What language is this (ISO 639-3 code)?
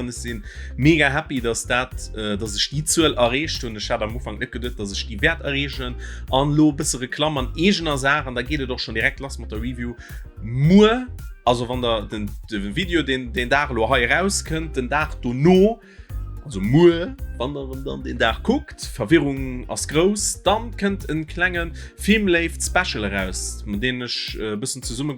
ltz